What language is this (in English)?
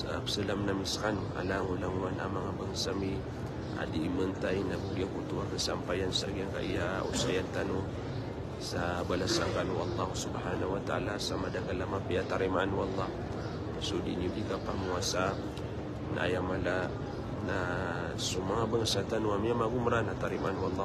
Maranao